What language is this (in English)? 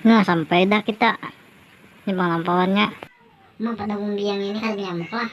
Banjar